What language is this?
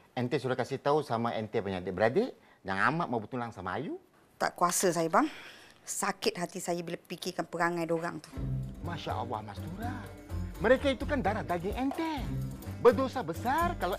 Malay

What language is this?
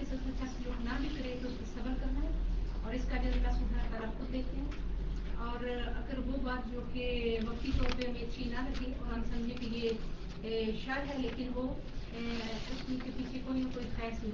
Urdu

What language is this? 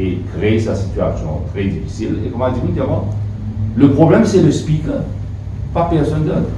Morisyen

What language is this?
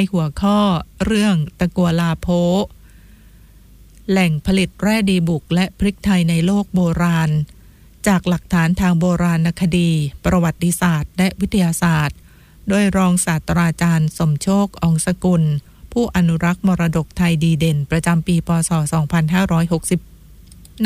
Thai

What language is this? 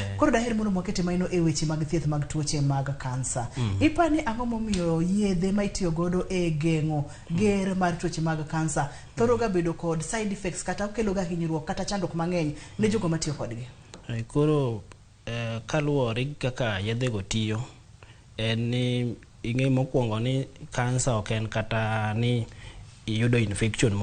Luo (Kenya and Tanzania)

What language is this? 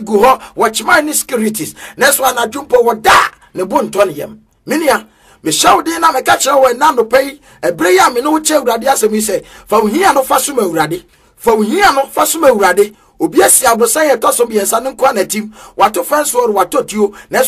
Akan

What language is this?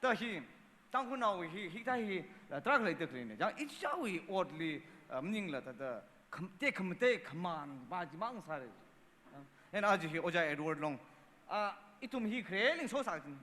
Tangkhul Naga (India)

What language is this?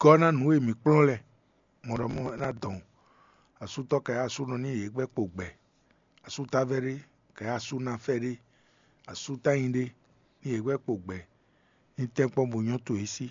Fon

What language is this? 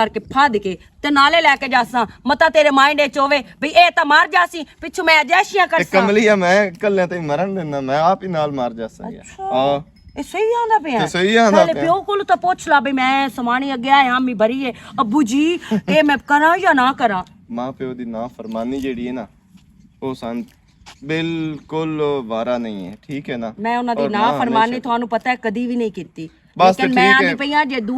Western Panjabi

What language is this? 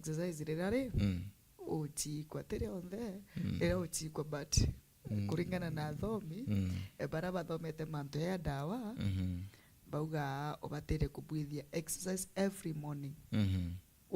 Meru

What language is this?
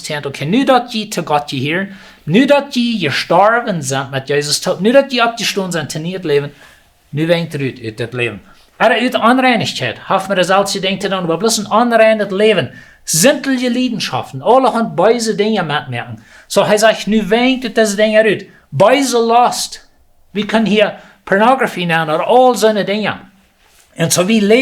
Plautdietsch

